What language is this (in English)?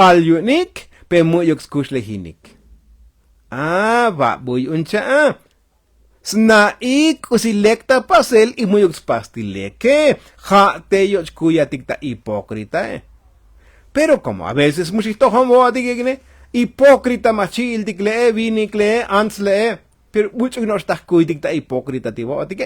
Tzotzil